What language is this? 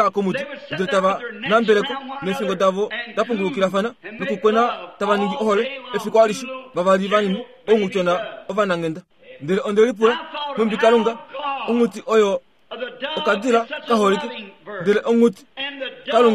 Kuanyama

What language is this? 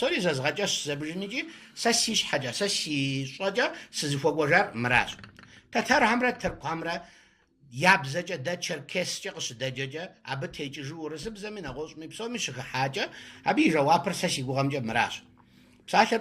Kabardian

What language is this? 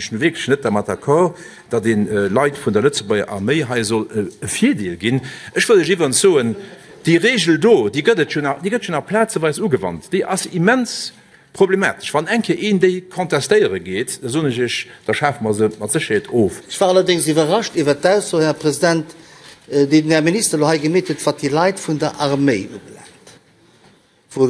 Luxembourgish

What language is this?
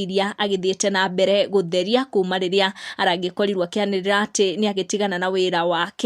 Kikuyu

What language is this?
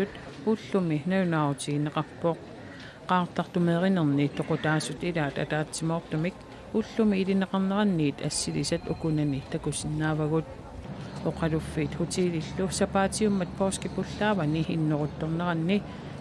Kalaallisut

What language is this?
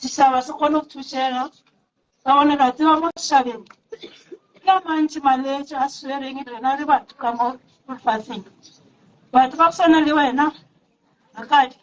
Northern Sotho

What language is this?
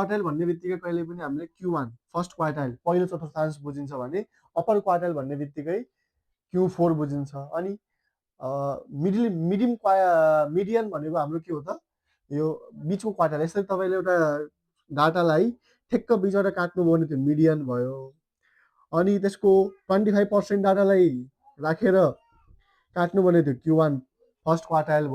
Nepali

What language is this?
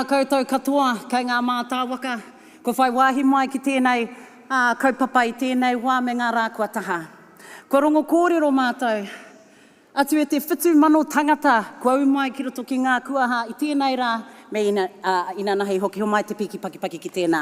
Māori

